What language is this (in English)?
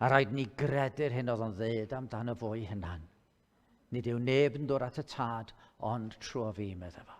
Welsh